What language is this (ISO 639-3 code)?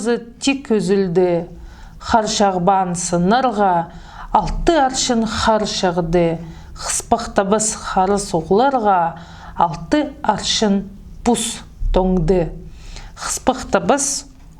kjh